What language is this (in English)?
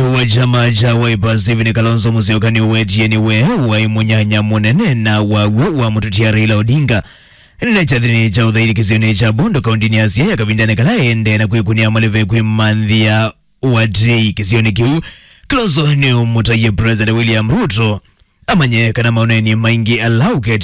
Kamba